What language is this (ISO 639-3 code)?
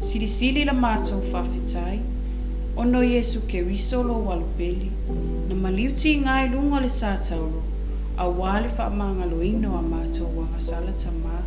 smo